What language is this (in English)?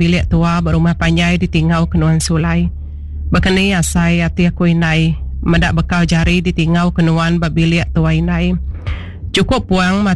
Iban